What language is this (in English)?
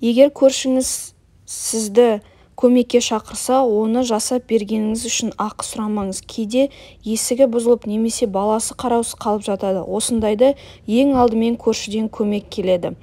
Kazakh